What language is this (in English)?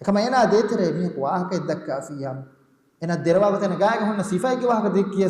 Divehi